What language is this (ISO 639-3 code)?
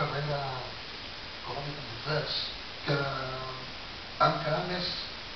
cat